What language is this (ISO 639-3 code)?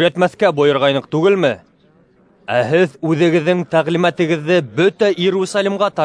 bak